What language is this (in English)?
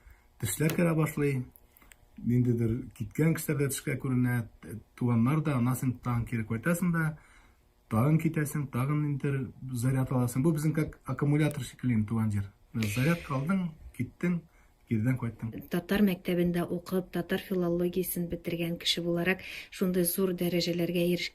Tatar